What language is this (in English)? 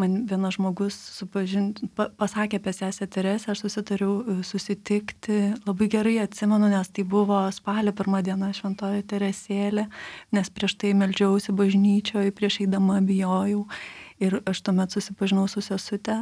Lithuanian